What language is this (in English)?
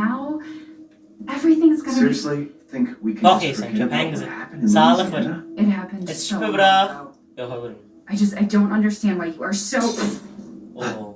South Azerbaijani